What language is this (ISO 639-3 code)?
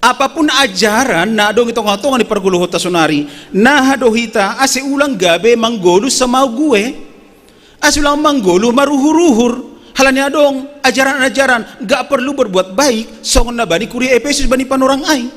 bts